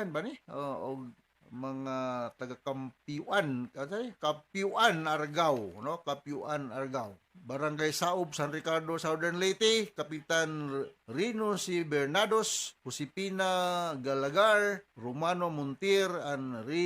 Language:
Cebuano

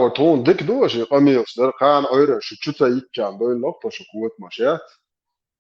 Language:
Chechen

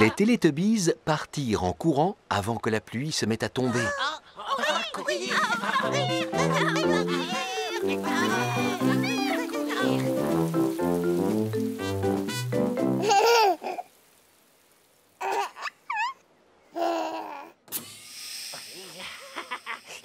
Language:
French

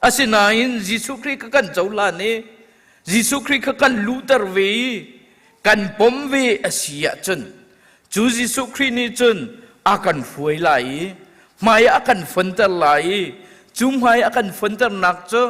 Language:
Hakha Chin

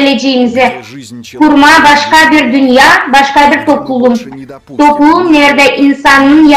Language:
Gagauz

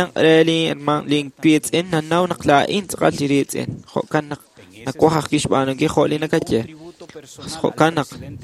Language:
Kekchí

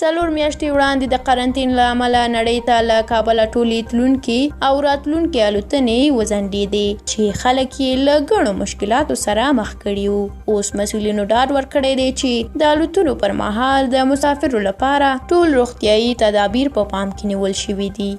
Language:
Pashto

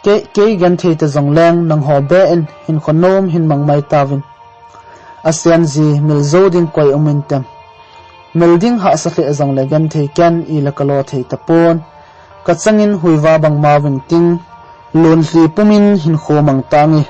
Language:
Thado Chin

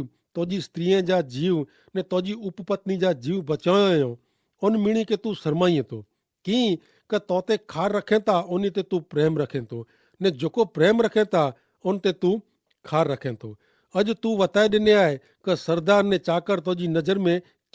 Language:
Kachhi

